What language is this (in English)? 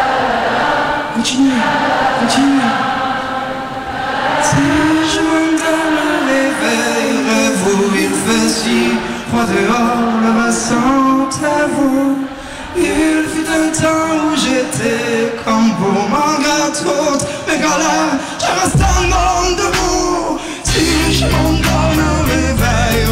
French